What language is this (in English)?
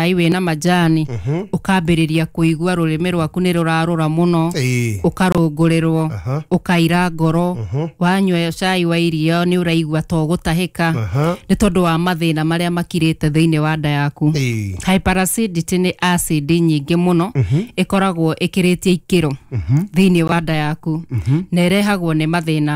Kikuyu